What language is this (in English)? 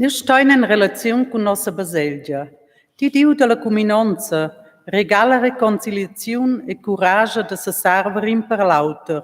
Romansh